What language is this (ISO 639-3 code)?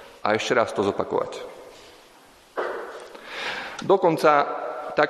slk